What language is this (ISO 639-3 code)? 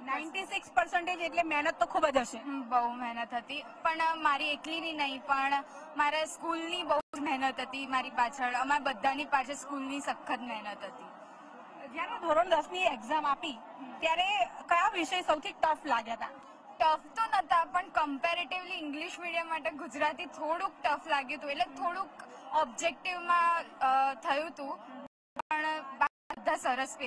guj